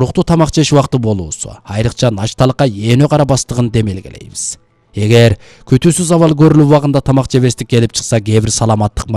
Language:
Kyrgyz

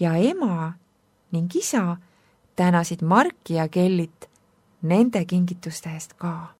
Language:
Estonian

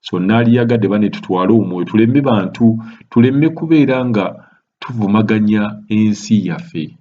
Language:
Ganda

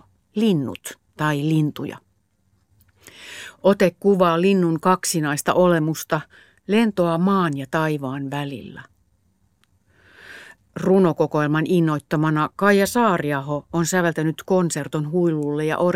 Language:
Finnish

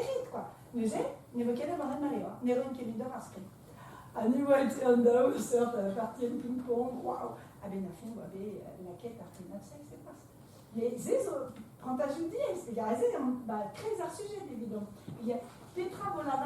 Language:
Breton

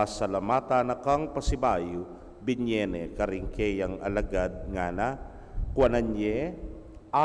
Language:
Pampanga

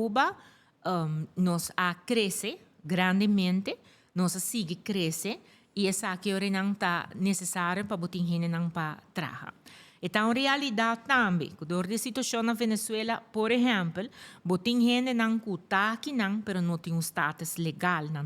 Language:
Papiamento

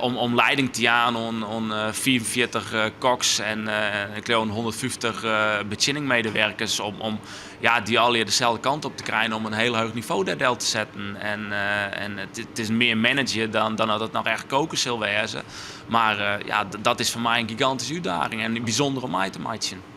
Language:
Western Frisian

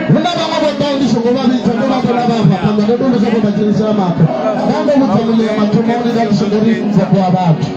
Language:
Venda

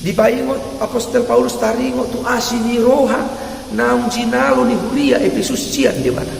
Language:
Batak Toba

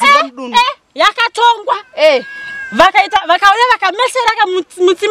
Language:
Shona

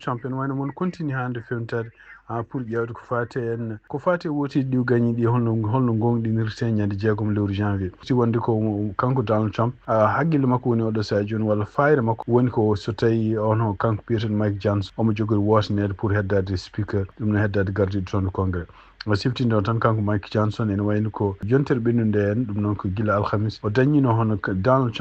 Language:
Fula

